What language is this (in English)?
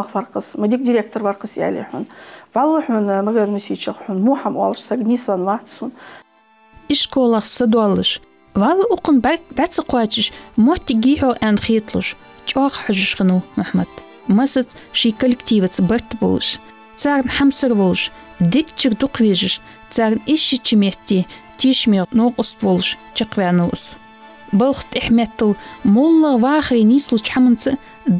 Ingush